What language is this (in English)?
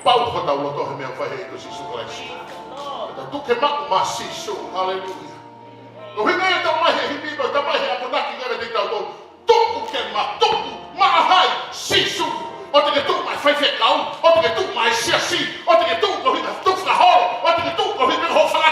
Tongan